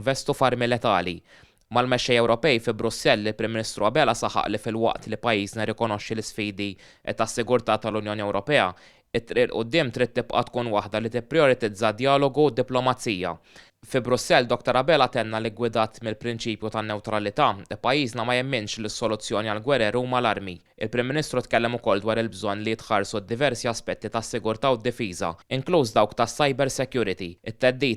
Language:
Maltese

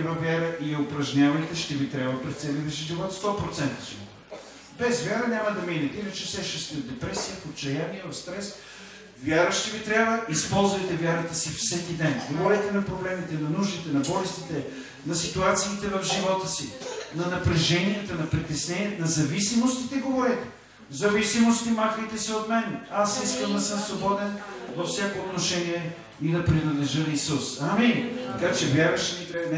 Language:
Bulgarian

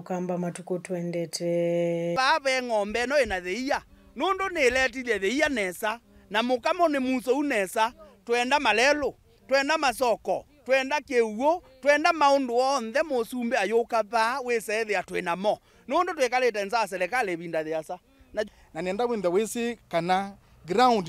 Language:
Kamba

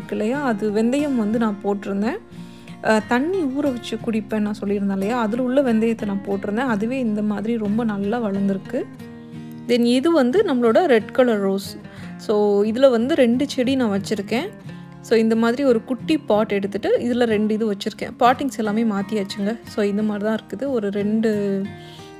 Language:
Tamil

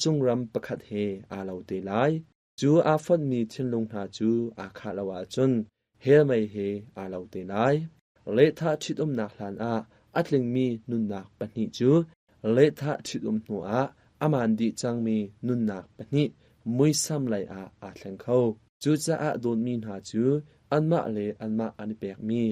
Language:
Hakha Chin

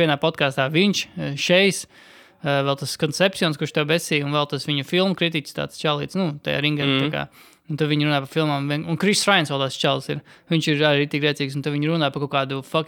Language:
Latvian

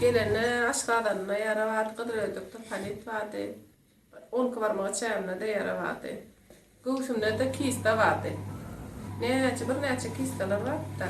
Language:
Turkmen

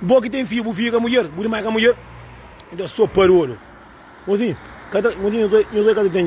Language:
Kabuverdianu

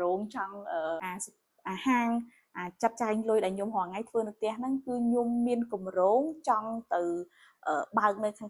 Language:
Khmer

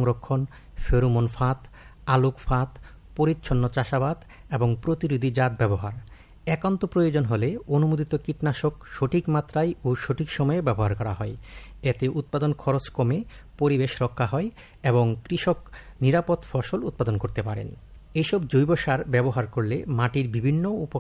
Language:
Bangla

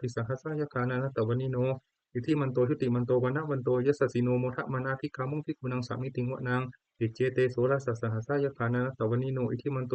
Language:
Pali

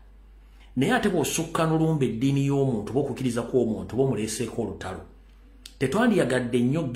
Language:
Ganda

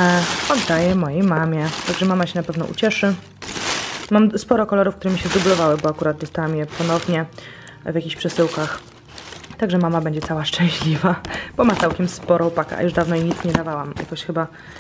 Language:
Polish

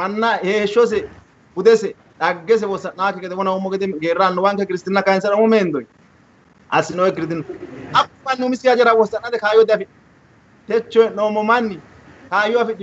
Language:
Sidamo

